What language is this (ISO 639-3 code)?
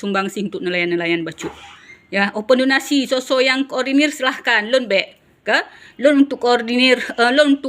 ace